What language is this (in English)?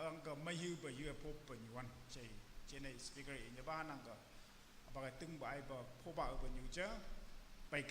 Naga Pidgin